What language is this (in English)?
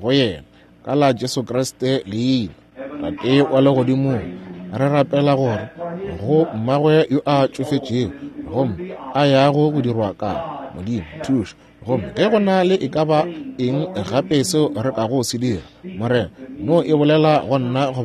Northern Sotho